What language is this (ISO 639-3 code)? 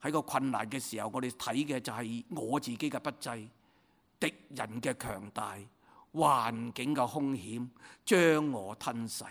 yue